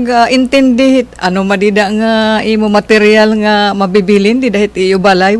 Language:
Waray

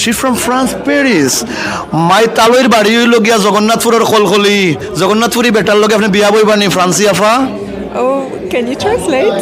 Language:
Sylheti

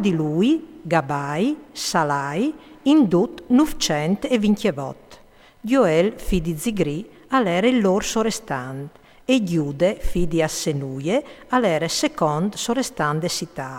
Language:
Friulian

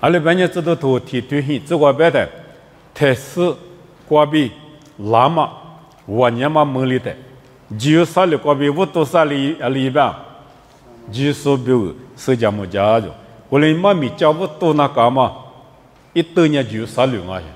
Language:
Lisu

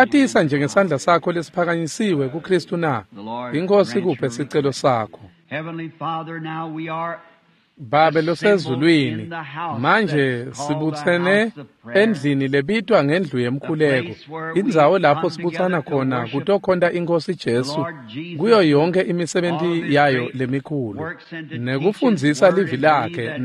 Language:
Swati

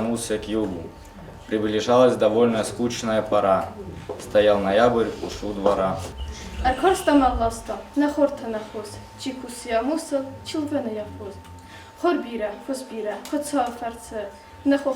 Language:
Ossetic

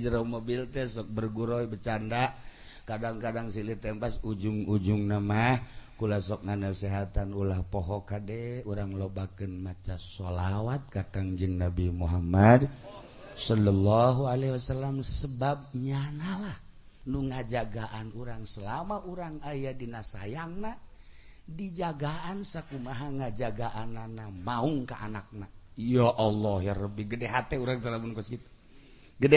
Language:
Sundanese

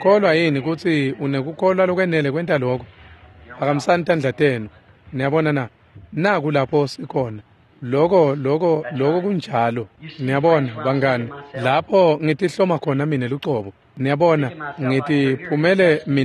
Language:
Swati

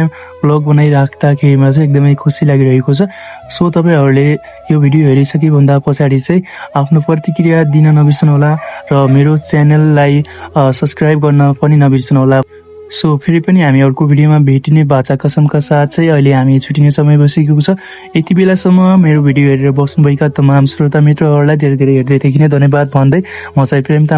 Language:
Nepali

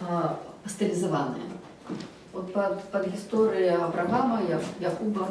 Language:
Belarusian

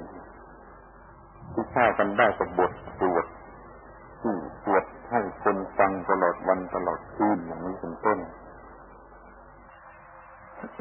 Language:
Thai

